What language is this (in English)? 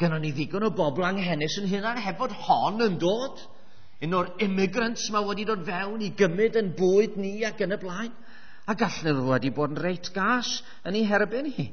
Welsh